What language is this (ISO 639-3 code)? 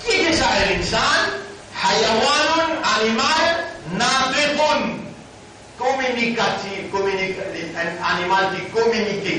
mfe